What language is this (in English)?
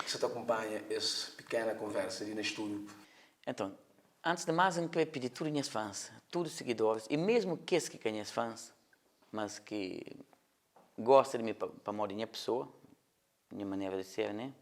Kabuverdianu